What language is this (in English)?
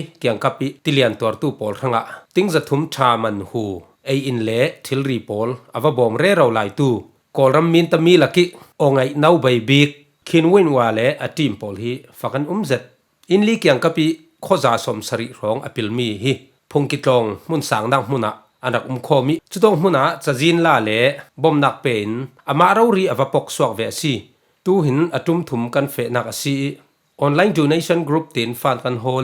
Falam Chin